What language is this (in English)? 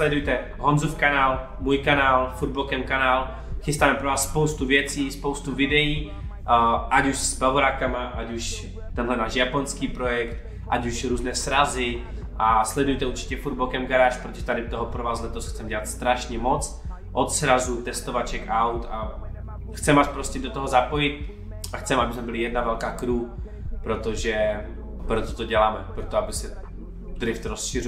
Czech